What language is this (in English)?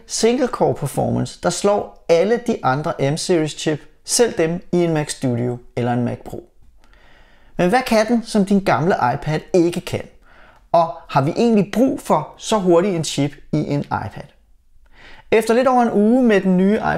Danish